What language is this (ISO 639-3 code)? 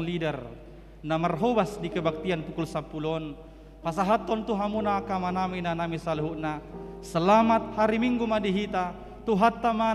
bbc